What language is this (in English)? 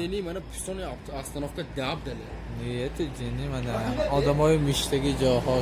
Tajik